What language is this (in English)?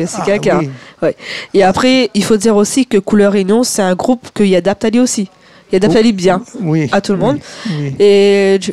Réunion Creole French